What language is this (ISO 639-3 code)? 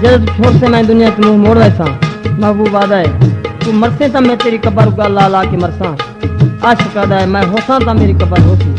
skr